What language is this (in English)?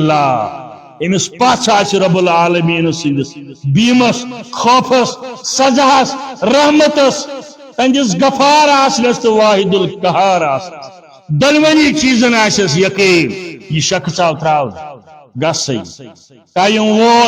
Kashmiri